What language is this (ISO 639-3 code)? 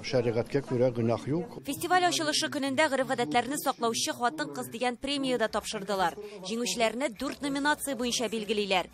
tat